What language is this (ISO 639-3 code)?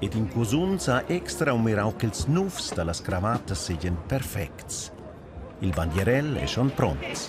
roh